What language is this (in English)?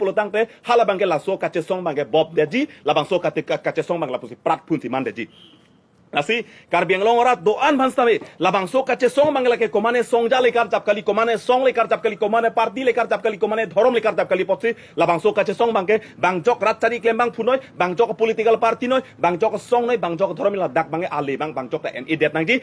Karbi